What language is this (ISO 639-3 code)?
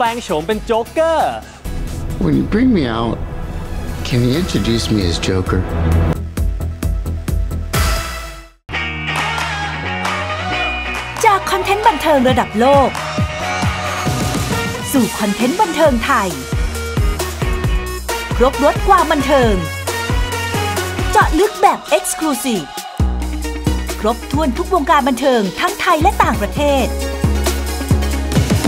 tha